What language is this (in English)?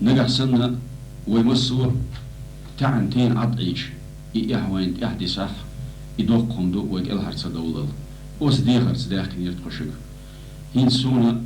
Chechen